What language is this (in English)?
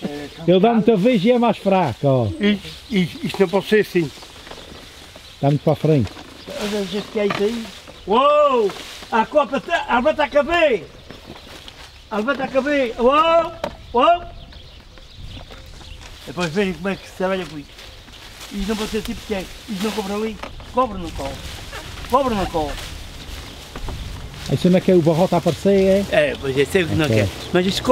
Portuguese